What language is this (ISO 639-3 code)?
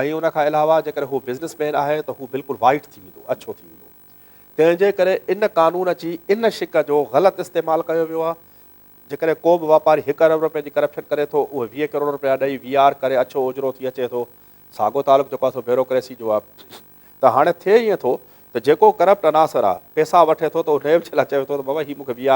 snd